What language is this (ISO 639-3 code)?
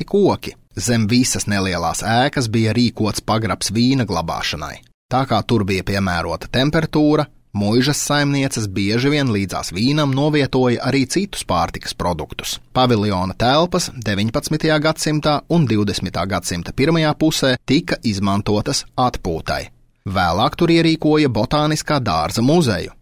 lav